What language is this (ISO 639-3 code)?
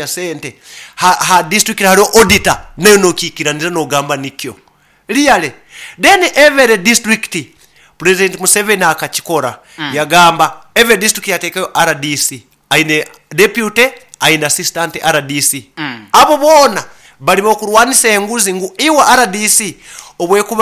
nyo